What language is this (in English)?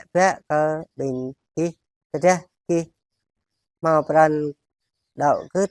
Jarai